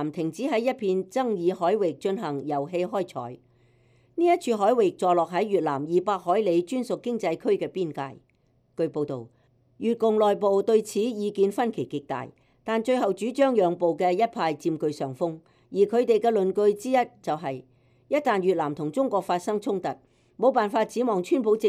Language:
Cantonese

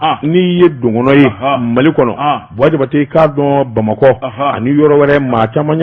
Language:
Bambara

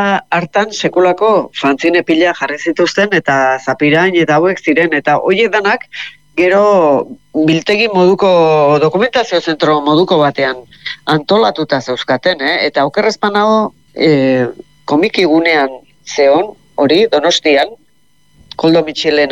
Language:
Basque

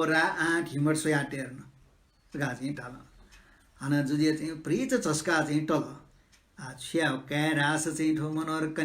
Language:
Newari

